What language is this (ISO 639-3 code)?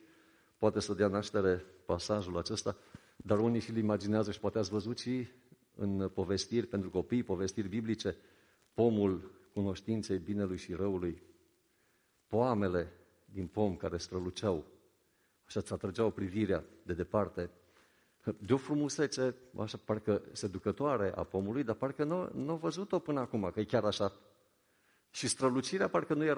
ron